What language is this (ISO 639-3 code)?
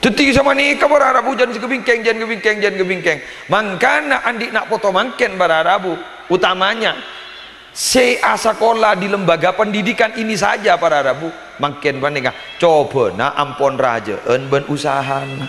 mad